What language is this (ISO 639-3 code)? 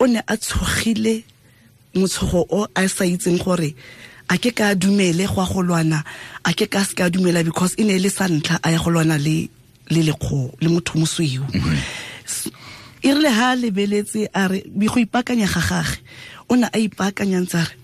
tsn